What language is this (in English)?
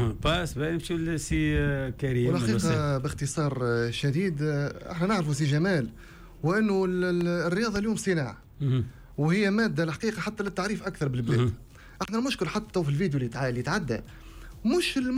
Tunisian Arabic